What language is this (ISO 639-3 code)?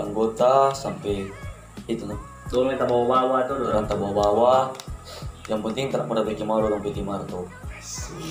xmm